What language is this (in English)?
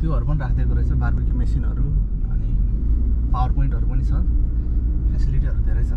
Nepali